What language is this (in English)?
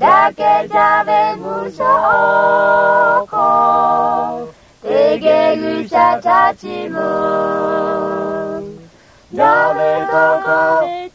Lahu